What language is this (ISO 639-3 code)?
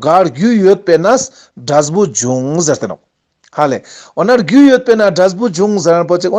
lbj